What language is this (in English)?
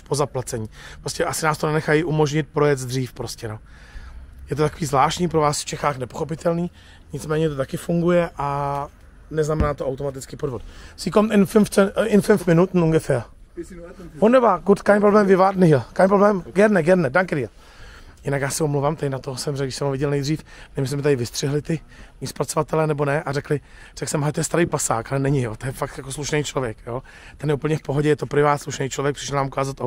Czech